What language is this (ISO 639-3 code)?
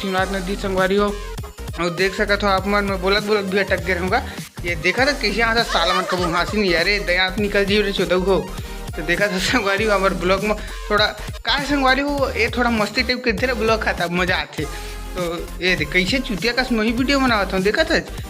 hne